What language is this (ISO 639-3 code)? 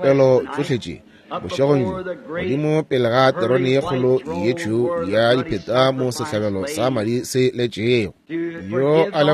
nso